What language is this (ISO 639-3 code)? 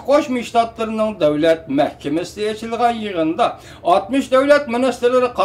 uig